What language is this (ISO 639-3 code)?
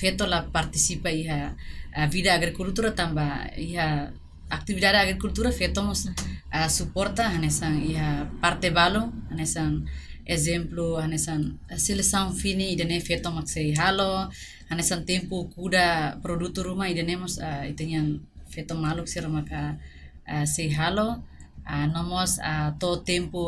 tet